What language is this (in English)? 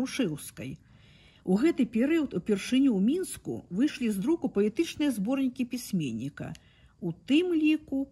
Belarusian